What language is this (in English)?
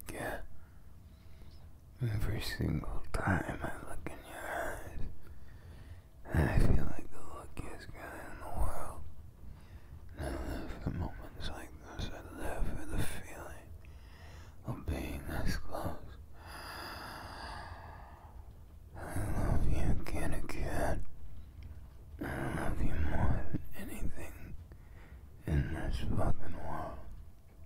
English